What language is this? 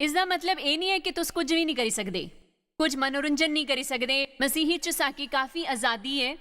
Dogri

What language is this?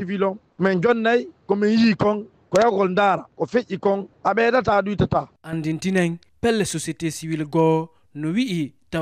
Fula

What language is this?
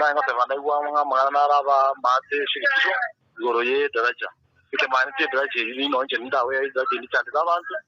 Gusii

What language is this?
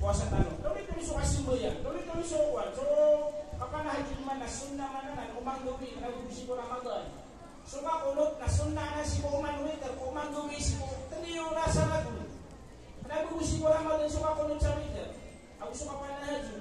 Maranao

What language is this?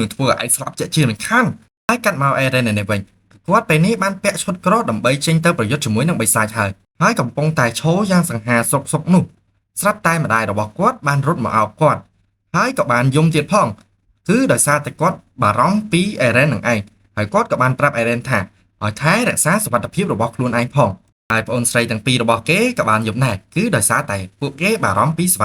Khmer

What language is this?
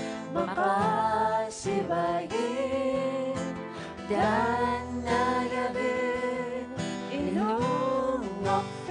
Kalaallisut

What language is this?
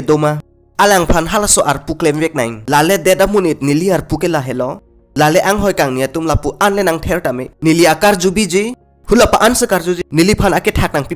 Karbi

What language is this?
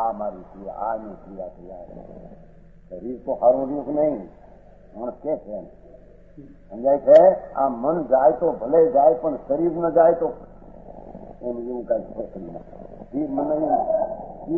Gujarati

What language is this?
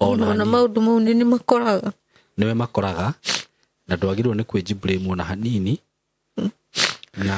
Kikuyu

